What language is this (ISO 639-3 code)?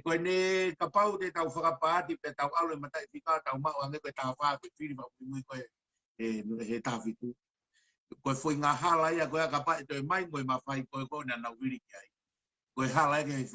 ton